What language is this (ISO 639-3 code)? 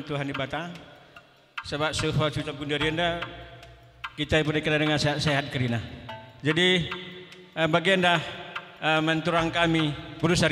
btx